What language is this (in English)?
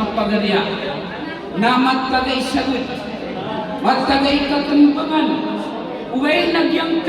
Maranao